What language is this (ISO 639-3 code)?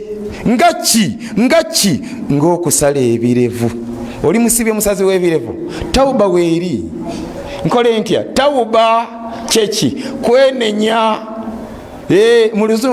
lug